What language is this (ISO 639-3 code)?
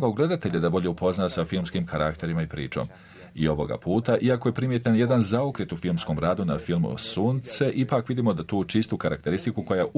bos